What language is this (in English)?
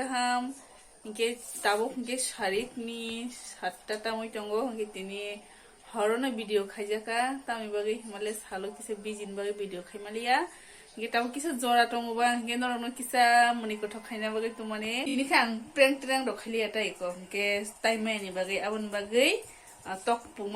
Kok Borok